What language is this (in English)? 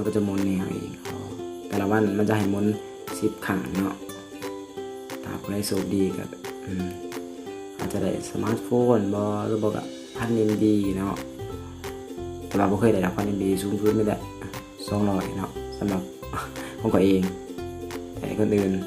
Lao